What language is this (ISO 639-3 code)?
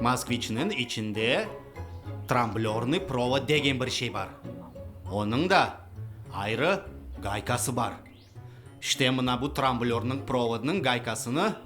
crh